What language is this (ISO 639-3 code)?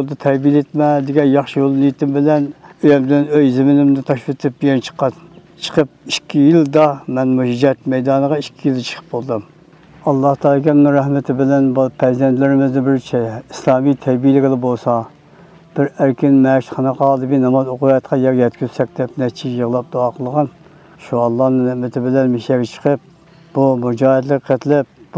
uig